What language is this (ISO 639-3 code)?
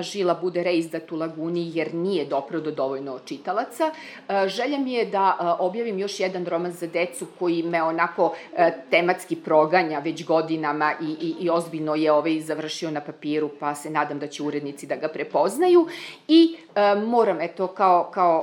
srp